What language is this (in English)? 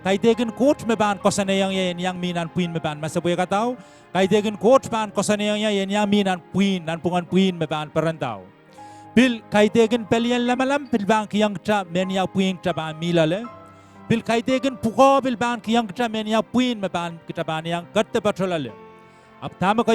Pohnpeian